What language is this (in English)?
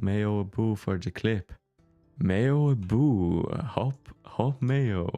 Irish